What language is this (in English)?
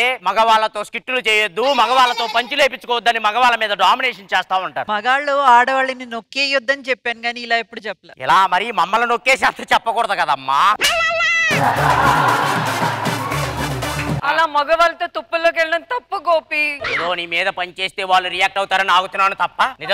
Telugu